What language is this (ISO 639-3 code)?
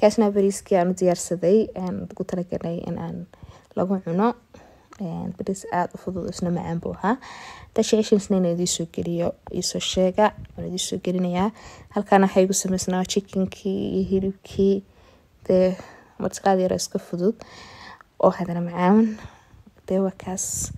som